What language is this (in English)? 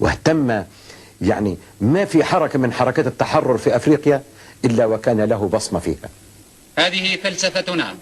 Algerian Arabic